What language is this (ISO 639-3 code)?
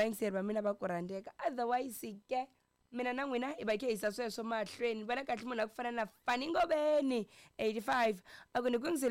tso